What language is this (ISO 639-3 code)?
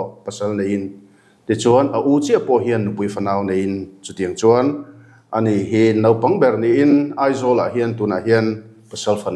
lus